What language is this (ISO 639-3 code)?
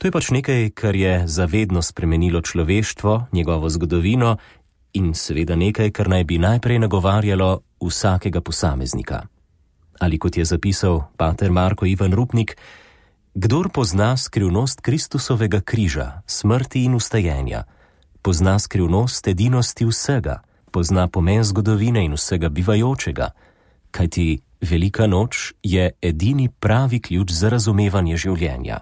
slv